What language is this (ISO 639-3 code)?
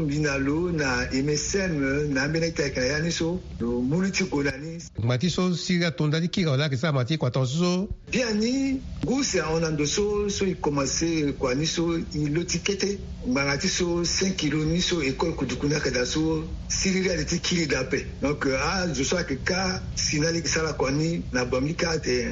sag